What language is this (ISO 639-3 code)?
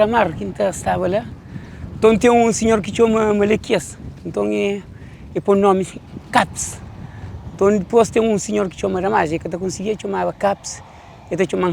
kea